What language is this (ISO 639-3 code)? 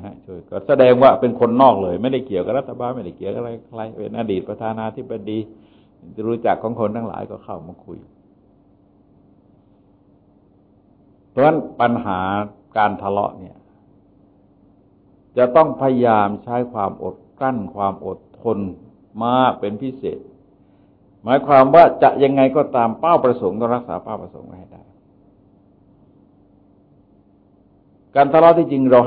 tha